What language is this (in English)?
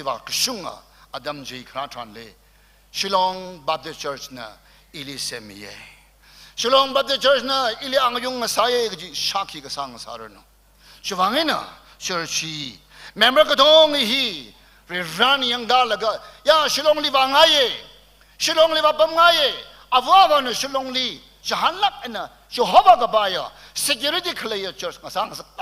Tangkhul Naga (India)